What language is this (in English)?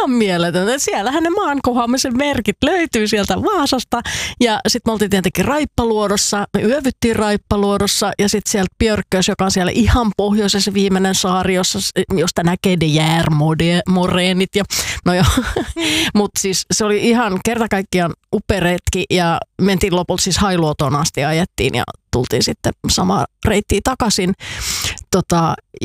Finnish